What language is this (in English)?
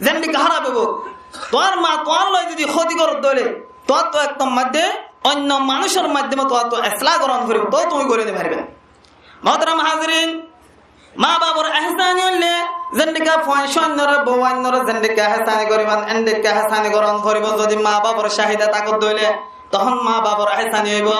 Rohingya